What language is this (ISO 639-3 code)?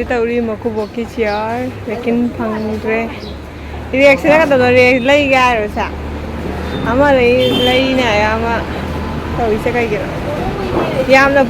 mni